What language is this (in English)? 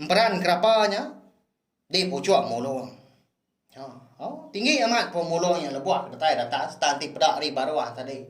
Iban